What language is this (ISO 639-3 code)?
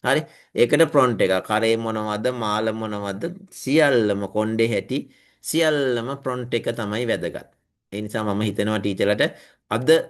sin